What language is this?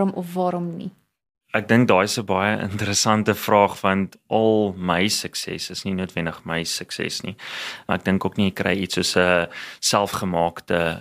Afrikaans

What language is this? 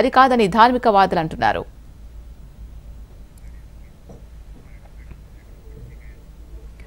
Telugu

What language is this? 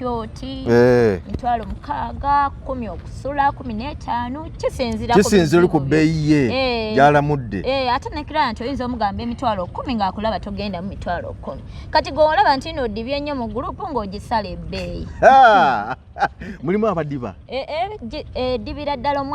Ganda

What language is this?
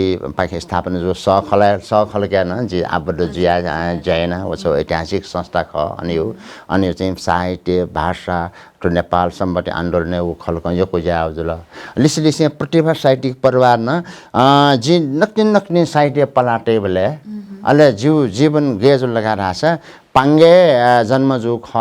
Newari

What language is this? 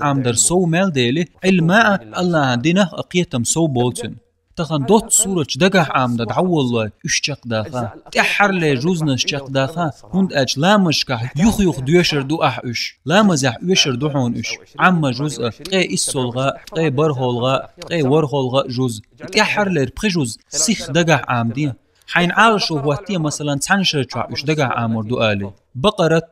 Chechen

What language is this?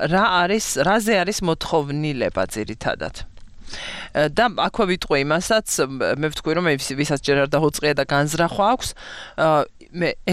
Georgian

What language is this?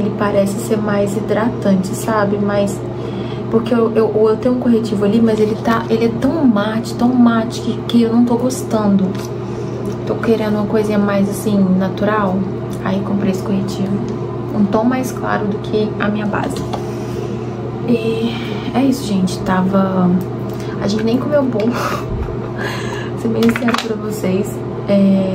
Portuguese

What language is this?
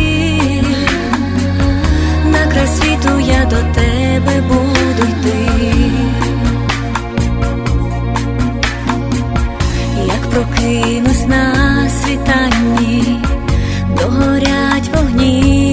Ukrainian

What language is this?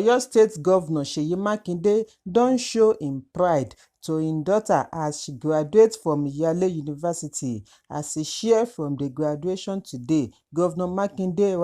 Nigerian Pidgin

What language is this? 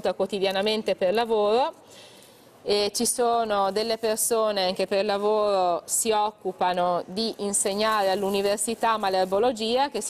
Italian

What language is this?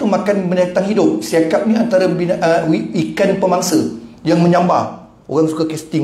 Malay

